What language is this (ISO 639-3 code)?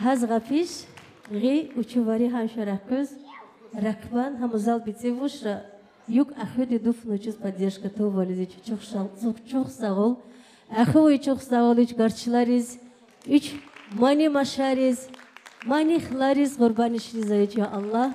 tab